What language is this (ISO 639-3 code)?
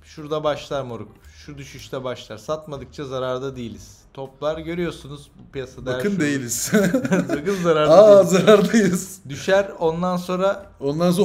tur